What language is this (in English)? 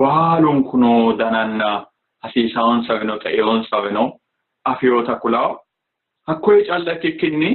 Sidamo